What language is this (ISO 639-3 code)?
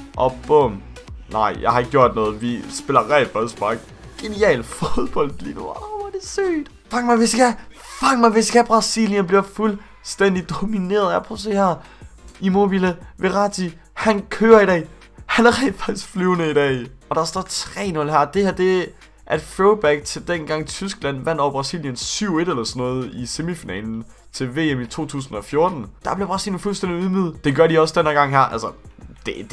dan